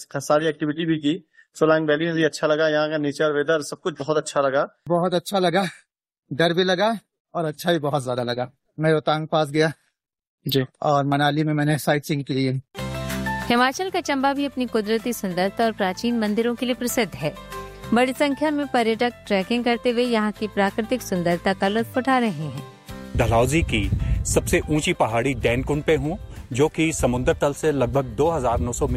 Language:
Hindi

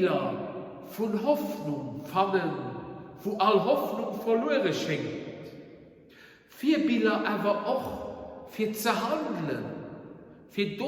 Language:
Luxembourgish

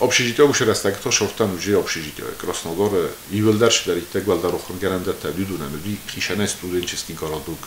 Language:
Ossetic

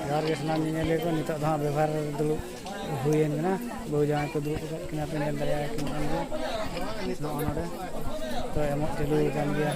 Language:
Santali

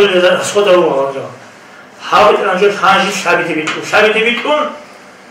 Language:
Avaric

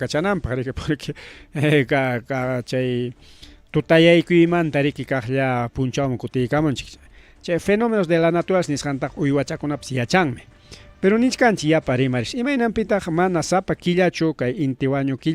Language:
Ayacucho Quechua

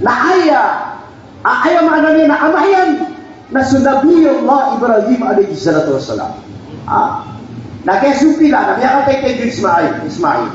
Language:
Maranao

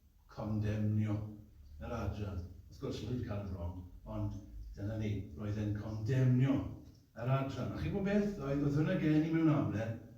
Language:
Welsh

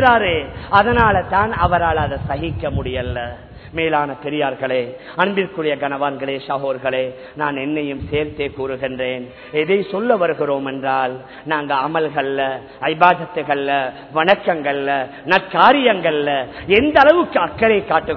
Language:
Tamil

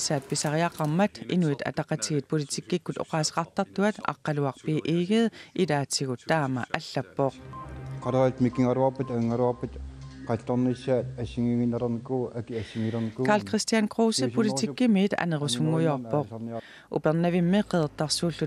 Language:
Kalaallisut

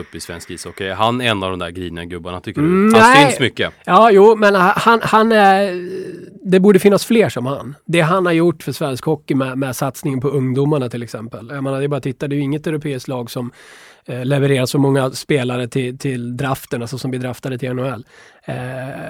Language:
Swedish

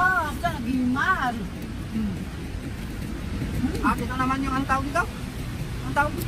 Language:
Filipino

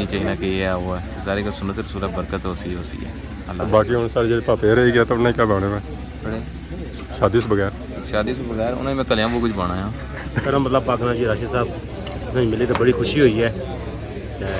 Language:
Pahari-Potwari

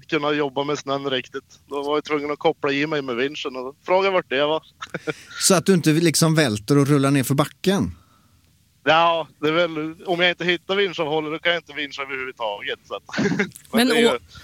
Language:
Swedish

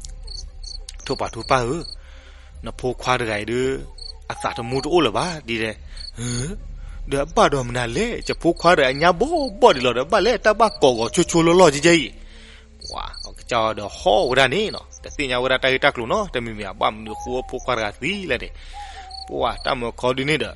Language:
S'gaw Karen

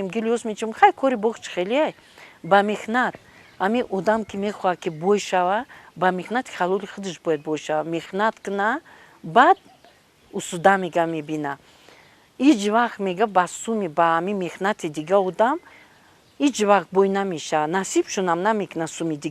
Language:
Tajik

